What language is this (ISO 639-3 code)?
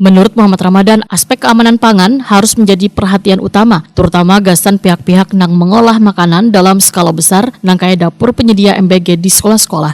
bjn